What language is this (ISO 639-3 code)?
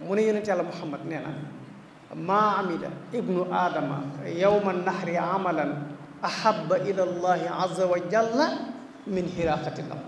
wol